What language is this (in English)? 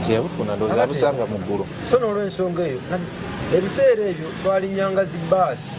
Ganda